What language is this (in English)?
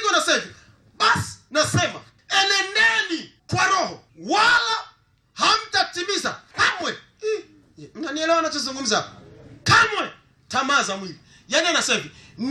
Swahili